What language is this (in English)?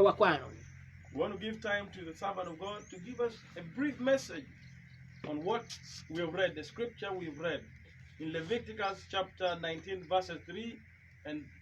Acoli